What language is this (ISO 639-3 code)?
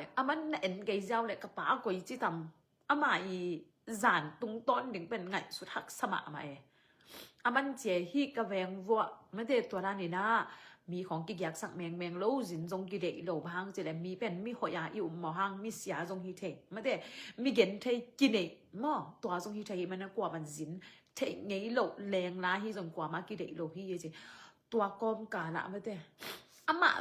ctd